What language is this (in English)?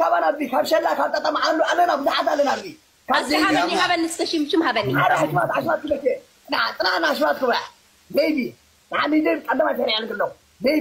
Tigrinya